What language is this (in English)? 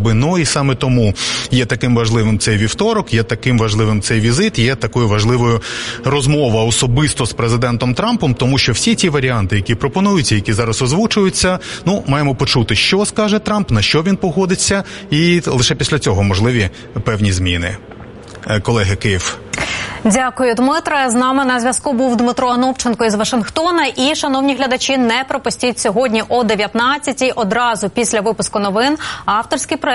Ukrainian